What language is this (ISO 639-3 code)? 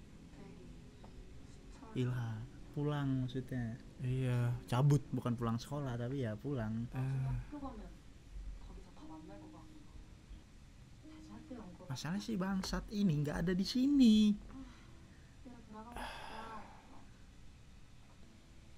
ind